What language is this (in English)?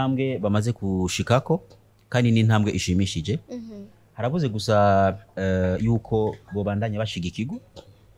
Rundi